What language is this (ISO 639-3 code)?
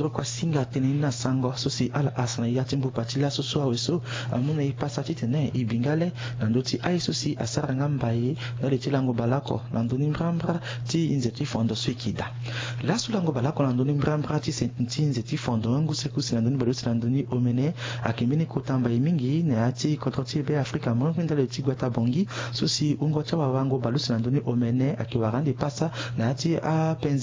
sag